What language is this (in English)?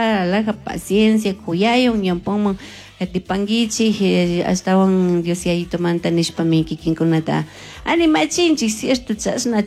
Chimborazo Highland Quichua